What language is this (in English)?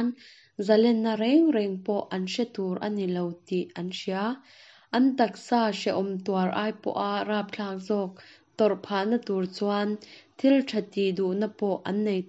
Mizo